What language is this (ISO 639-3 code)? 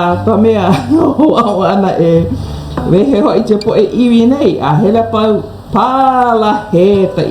haw